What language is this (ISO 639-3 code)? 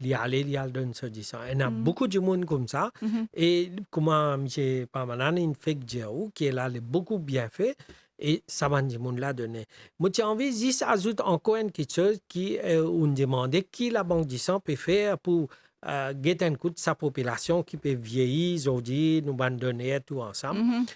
mfe